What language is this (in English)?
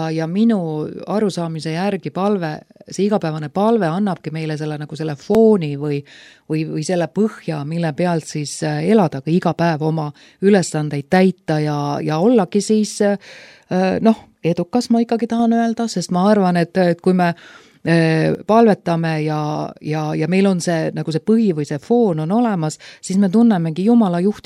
Estonian